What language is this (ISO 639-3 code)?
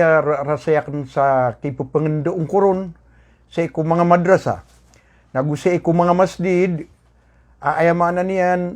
mrw